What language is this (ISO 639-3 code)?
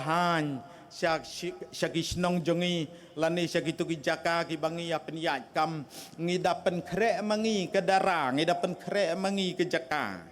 kha